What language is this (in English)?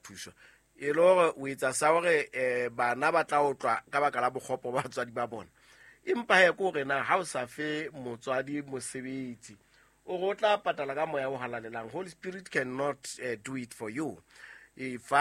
Southern Sotho